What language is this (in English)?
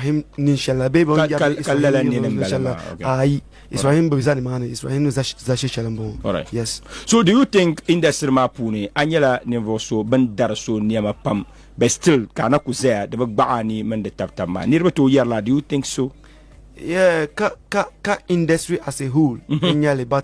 Dagbani